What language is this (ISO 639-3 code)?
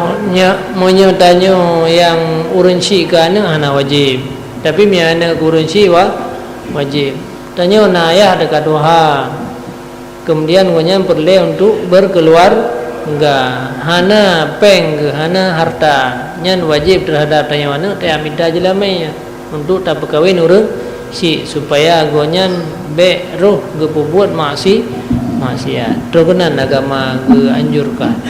ace